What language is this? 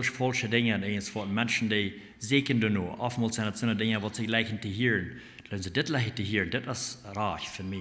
Plautdietsch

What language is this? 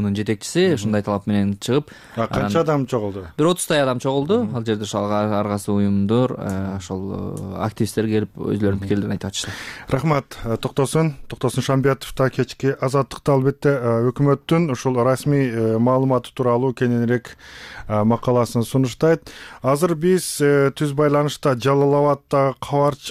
Kyrgyz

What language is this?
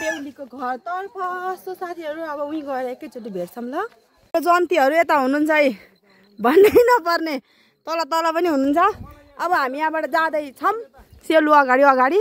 Nepali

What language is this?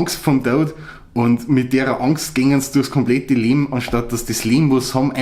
Bavarian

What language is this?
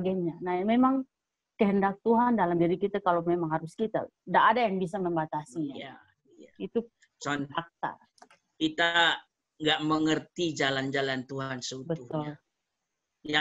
Indonesian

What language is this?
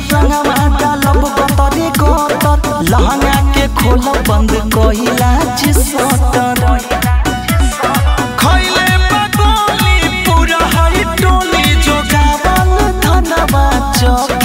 Bhojpuri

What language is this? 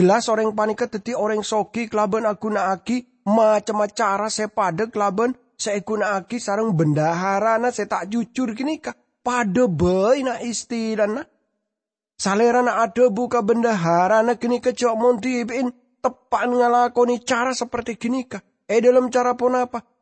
Madurese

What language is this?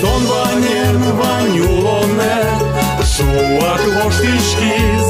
Udmurt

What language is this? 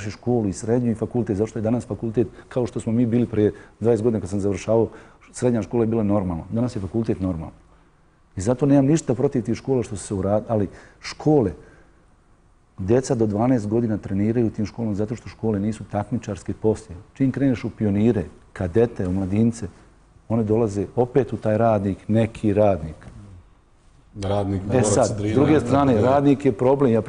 Bosnian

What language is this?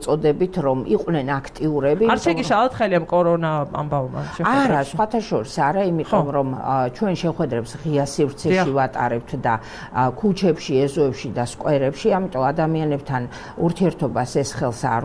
Georgian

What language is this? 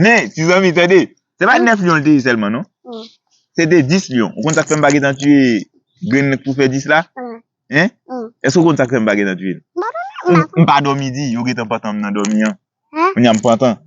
Haitian Creole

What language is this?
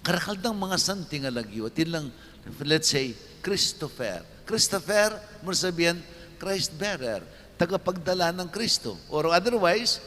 Pampanga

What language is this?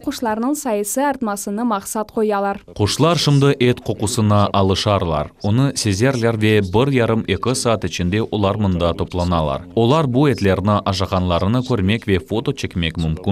Crimean Tatar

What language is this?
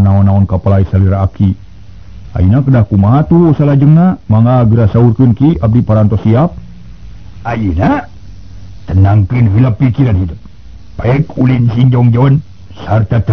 Sundanese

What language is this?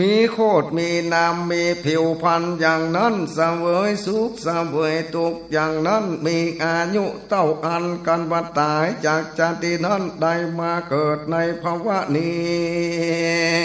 Northern Thai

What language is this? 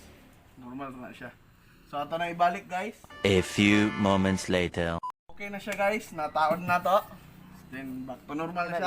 Cebuano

